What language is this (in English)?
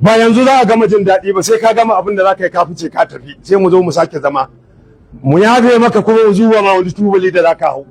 Hausa